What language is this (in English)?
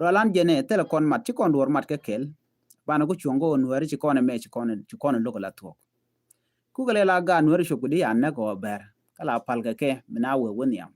Nuer